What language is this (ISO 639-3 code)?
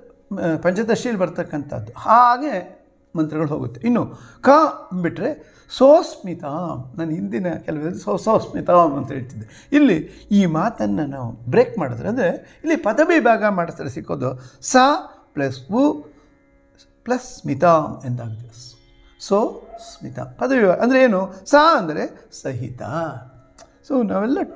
kan